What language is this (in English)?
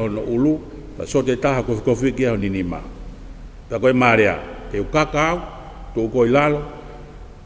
Tongan